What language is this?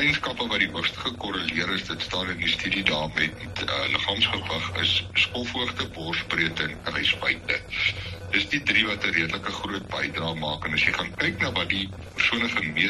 Afrikaans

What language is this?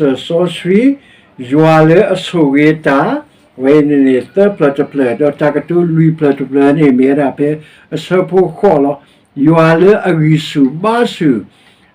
S'gaw Karen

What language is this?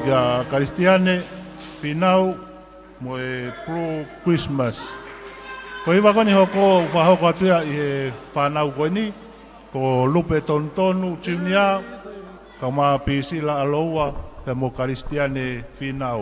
Tongan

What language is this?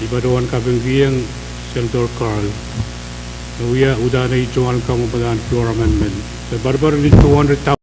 Pohnpeian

